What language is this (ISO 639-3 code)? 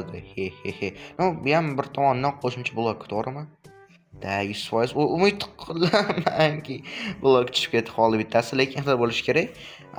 uzb